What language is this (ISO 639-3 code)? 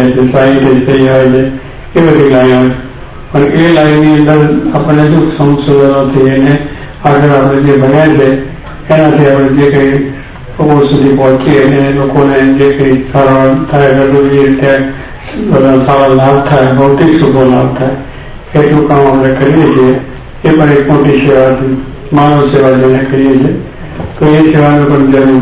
guj